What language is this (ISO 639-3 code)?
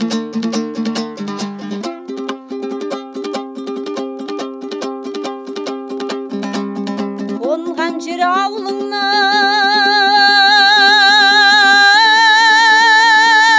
kaz